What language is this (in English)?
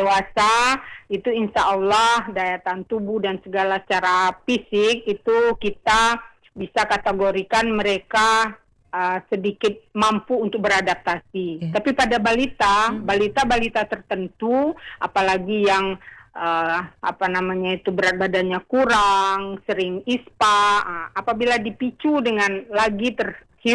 Indonesian